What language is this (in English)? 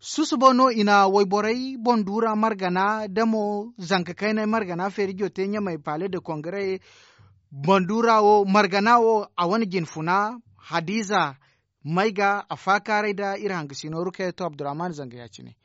Zarma